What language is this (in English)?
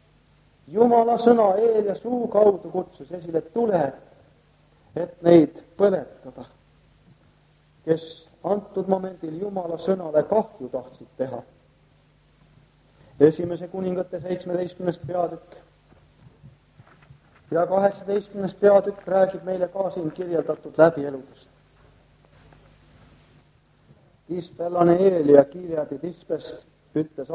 Estonian